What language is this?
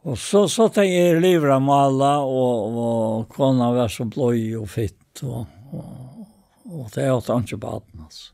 Faroese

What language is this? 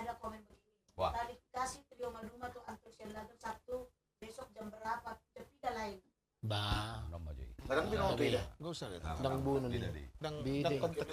Batak Toba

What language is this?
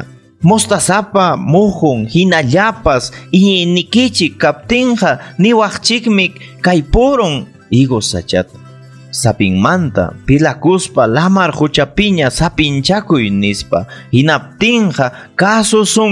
Ayacucho Quechua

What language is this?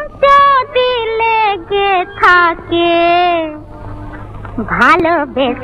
Bangla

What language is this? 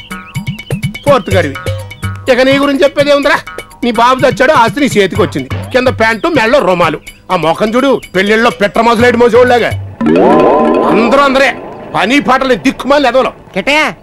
Telugu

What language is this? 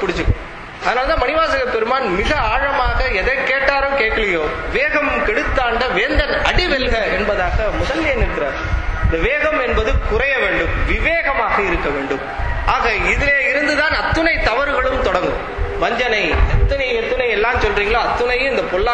Tamil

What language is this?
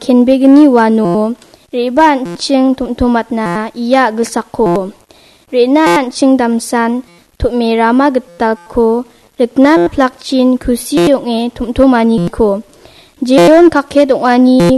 Garo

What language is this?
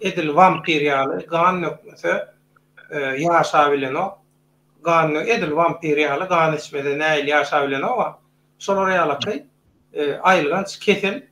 Turkmen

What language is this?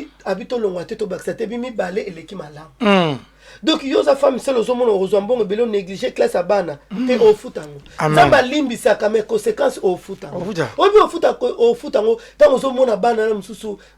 Lingala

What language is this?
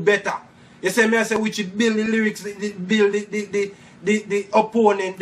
Jamaican Creole English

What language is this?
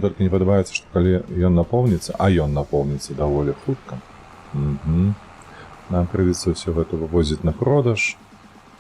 Belarusian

